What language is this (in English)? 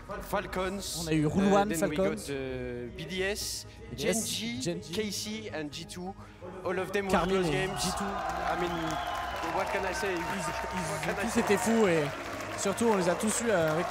French